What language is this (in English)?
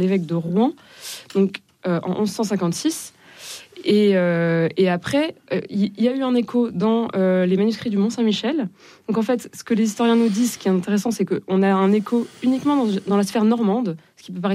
French